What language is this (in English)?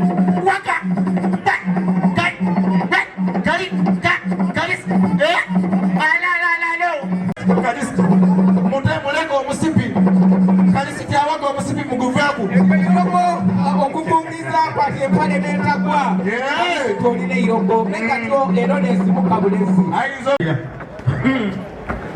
Soga